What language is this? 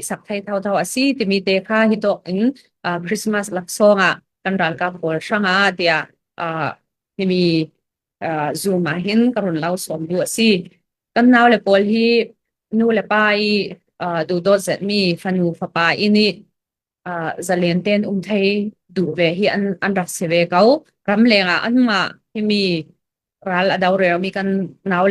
Falam Chin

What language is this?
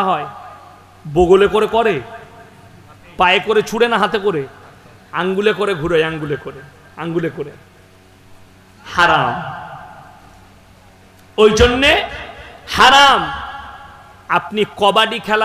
Bangla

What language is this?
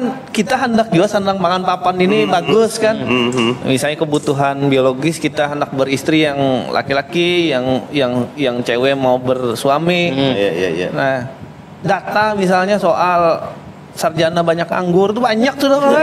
Banjar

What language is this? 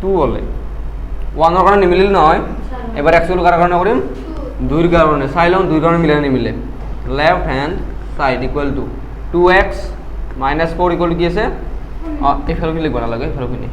Assamese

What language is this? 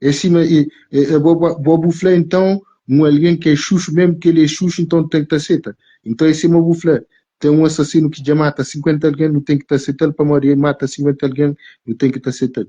Kabuverdianu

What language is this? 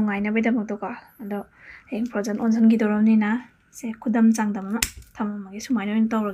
Manipuri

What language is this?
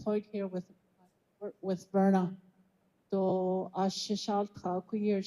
Navajo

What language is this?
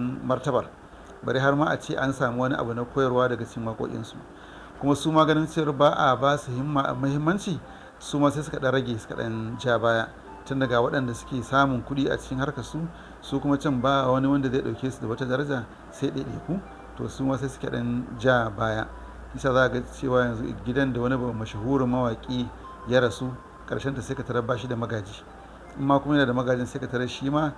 Hausa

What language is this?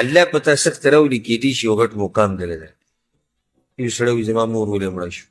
Pashto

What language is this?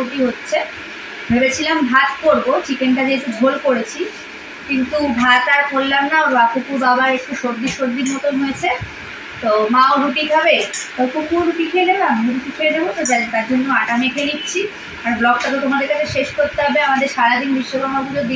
Bangla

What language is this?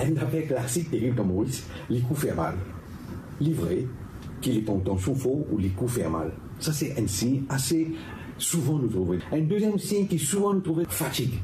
Morisyen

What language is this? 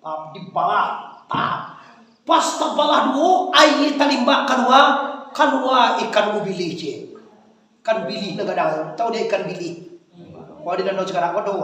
Minangkabau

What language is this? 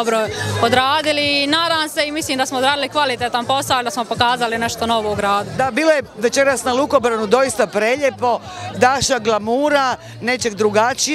Croatian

